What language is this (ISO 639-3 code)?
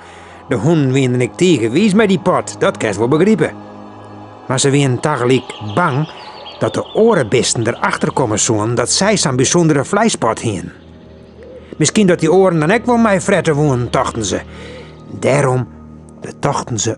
fry